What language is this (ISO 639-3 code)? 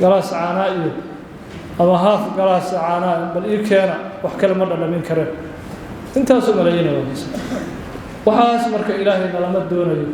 som